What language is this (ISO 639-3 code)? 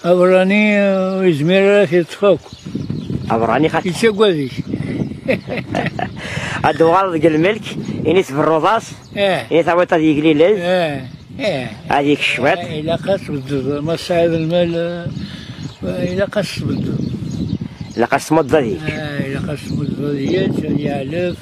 kab